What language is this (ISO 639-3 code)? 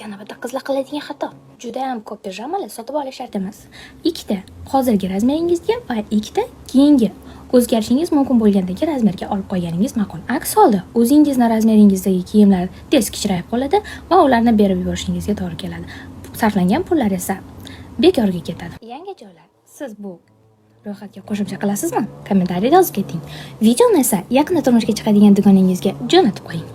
uzb